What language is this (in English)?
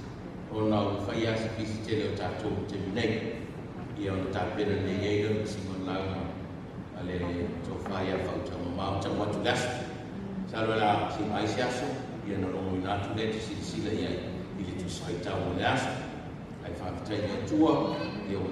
Samoan